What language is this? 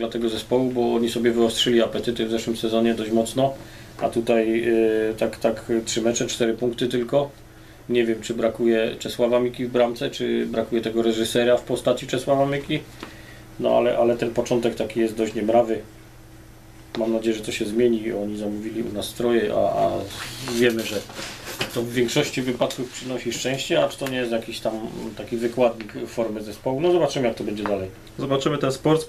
Polish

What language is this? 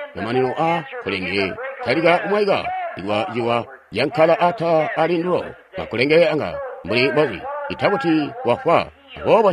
Tonga (Zambia)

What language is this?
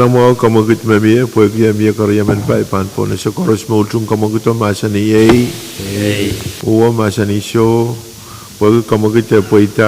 Pohnpeian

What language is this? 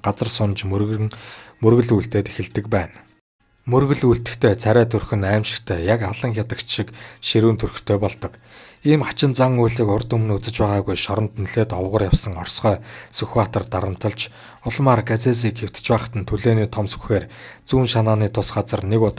Mongolian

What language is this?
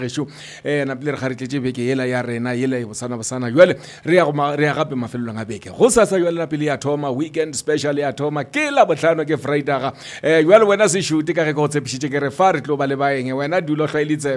Northern Sotho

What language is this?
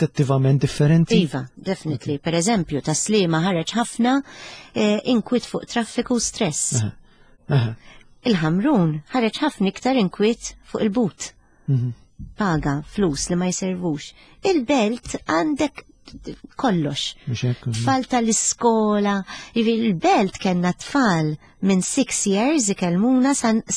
Maltese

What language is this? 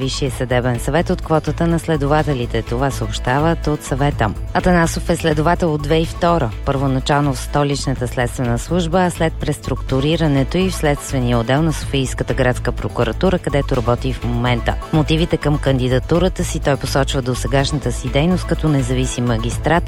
Bulgarian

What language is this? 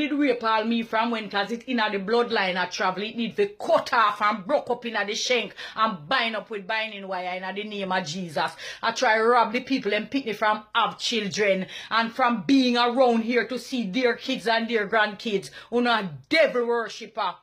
Jamaican Creole English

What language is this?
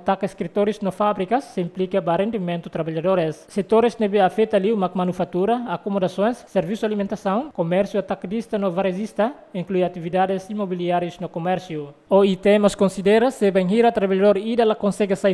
Tetum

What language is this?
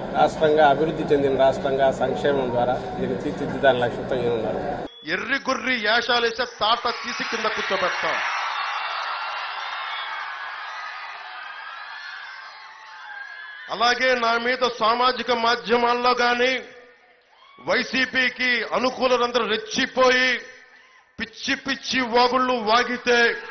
Telugu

